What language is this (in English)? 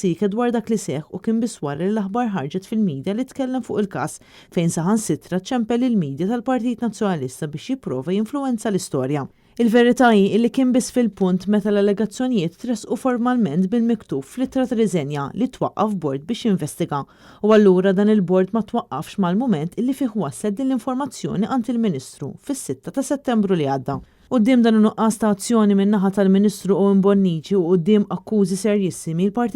Maltese